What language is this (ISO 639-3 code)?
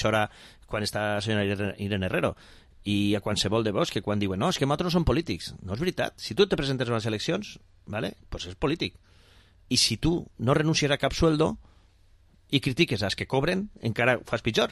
cat